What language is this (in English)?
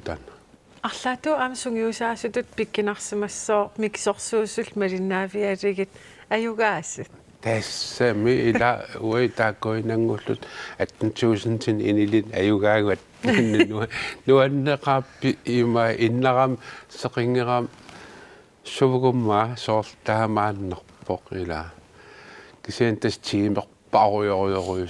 Kalaallisut